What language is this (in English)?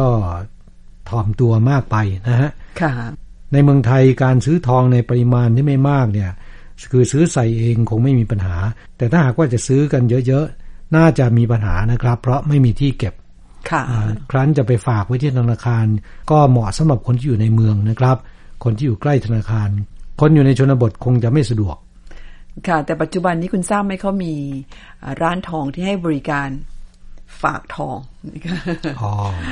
Thai